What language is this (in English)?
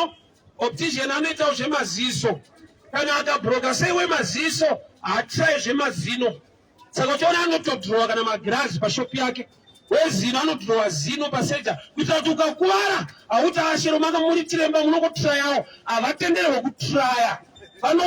Shona